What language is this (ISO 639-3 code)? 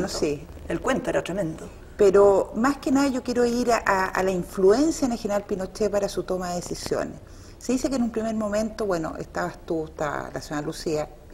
spa